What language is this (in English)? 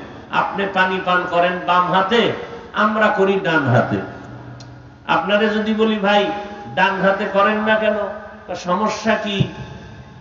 Bangla